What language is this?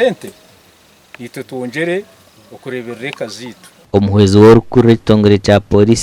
Nyankole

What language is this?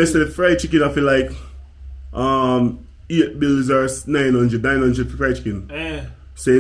Jamaican Creole English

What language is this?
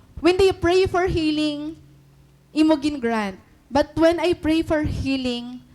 Waray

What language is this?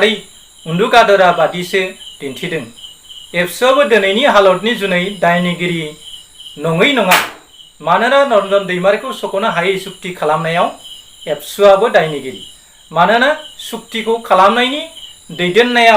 Bodo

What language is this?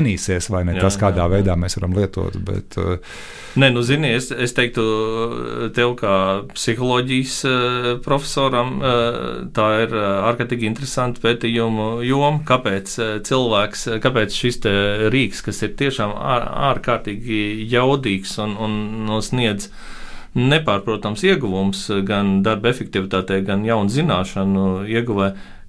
Latvian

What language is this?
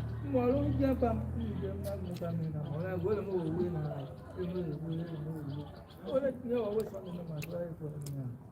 Tiv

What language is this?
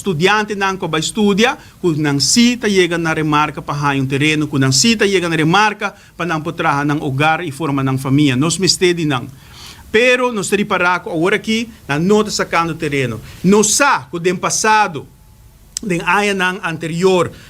Papiamento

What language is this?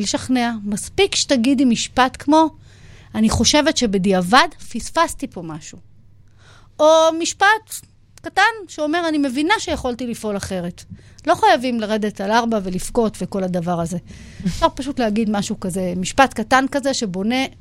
Hebrew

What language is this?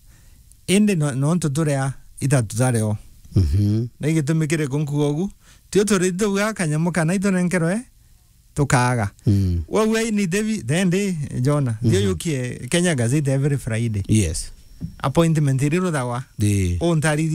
Meru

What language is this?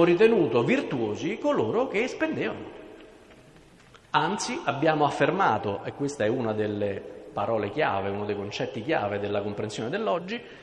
Italian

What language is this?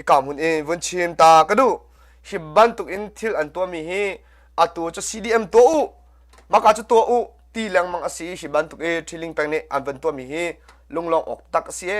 Hakha Chin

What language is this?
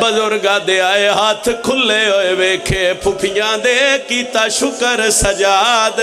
Pahari-Potwari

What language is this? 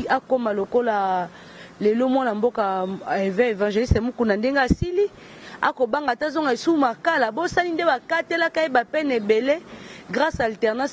Lingala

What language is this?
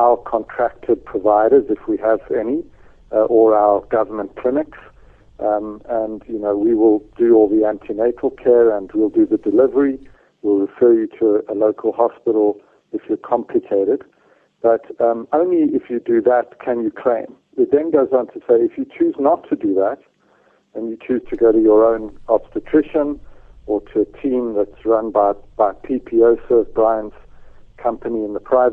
English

